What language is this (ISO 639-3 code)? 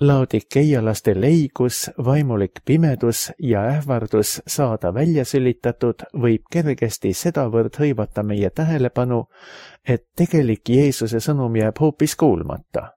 est